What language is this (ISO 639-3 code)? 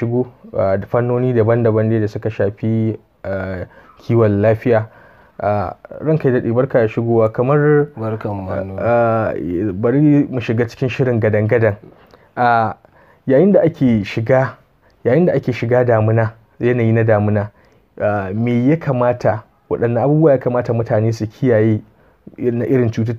hau